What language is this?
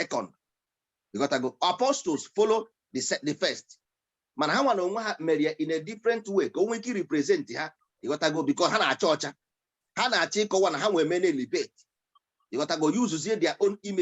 Igbo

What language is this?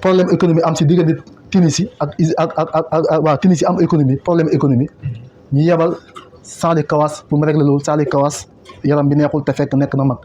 Wolof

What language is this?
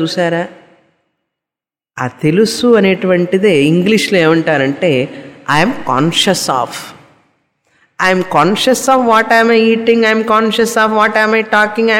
Telugu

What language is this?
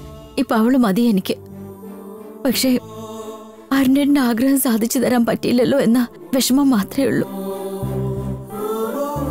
Malayalam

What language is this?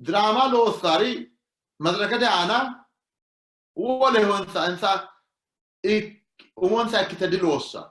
Sidamo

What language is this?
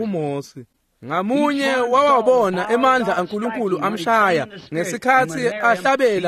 Swati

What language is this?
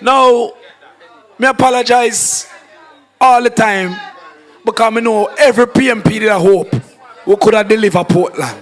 Jamaican Creole English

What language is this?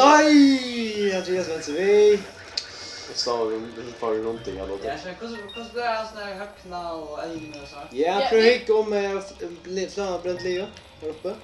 Faroese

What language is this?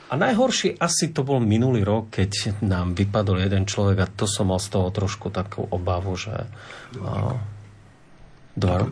Slovak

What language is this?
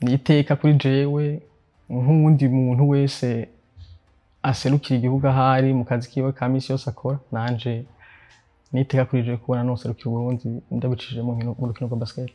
Rundi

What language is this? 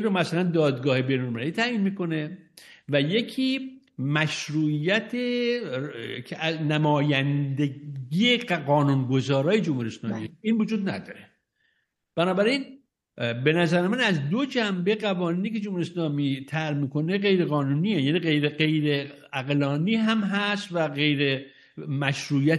Persian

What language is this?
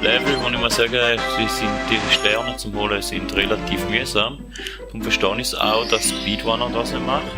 Swiss German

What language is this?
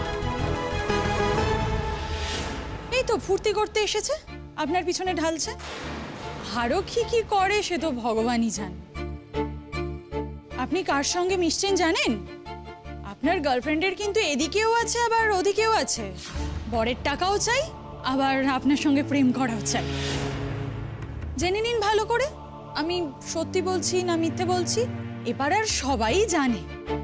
Bangla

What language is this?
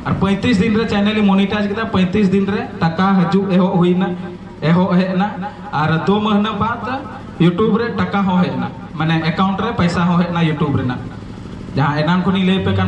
Santali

